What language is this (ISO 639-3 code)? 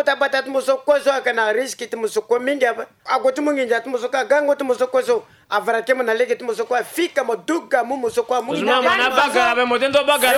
sag